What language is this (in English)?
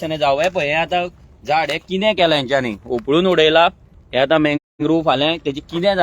Konkani